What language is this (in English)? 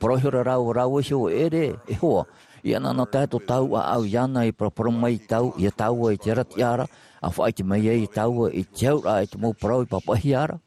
Tahitian